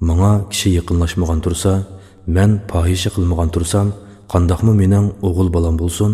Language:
Uyghur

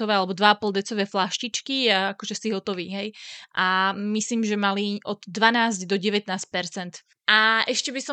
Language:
Slovak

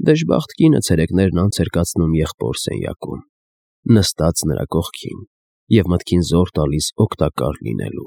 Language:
Armenian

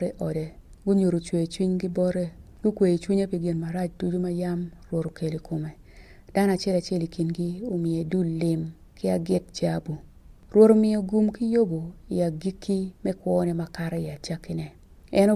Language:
Acoli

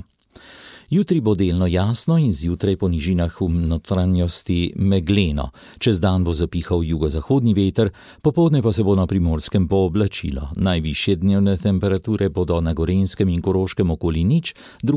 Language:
Slovenian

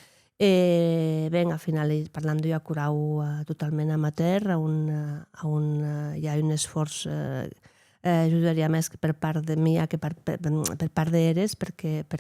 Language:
Occitan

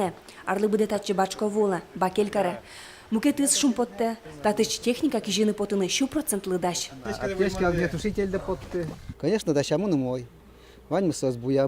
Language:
Udmurt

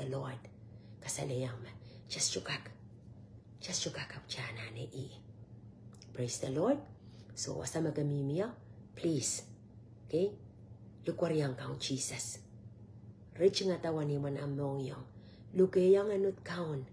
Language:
Pohnpeian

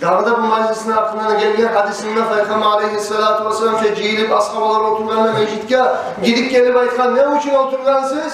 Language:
Kumyk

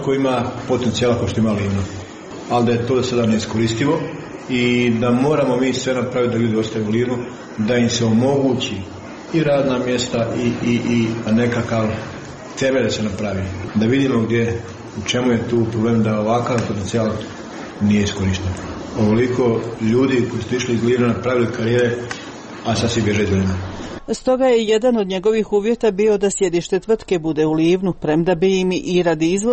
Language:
Croatian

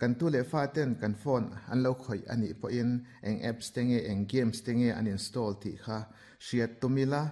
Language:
Mizo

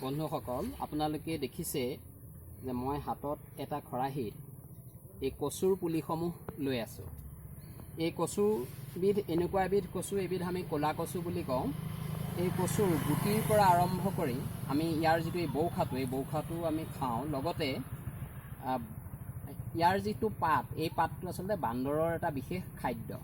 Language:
Assamese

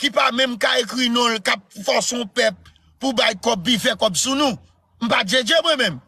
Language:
Haitian Creole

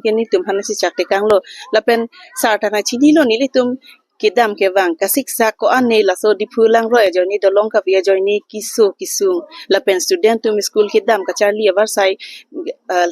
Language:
Karbi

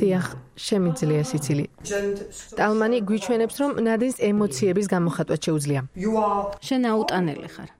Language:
Georgian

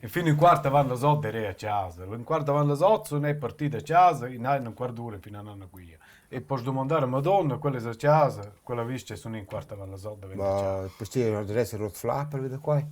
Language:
Romansh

